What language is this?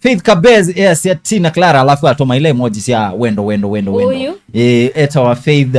Kamba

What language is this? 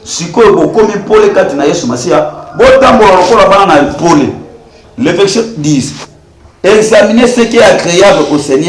Lingala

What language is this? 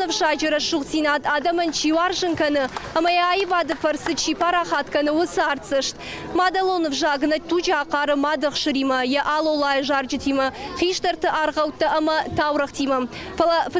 Ossetic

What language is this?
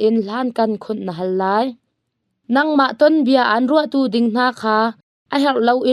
Hakha Chin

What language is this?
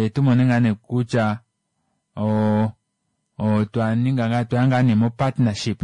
Kuanyama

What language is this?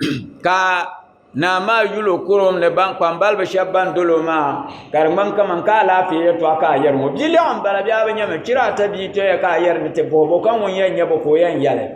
Dagbani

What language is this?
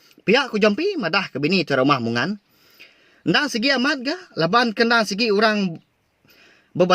Iban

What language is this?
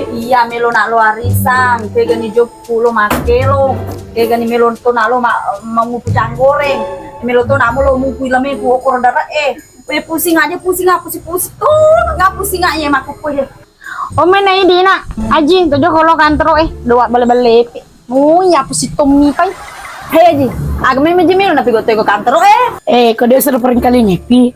Buginese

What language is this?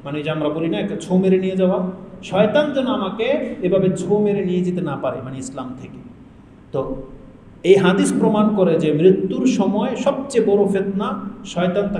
Bangla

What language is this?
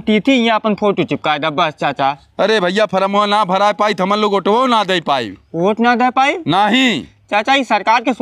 Bhojpuri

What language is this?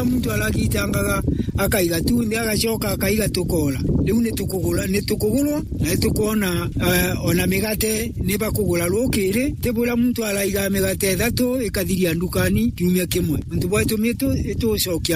Meru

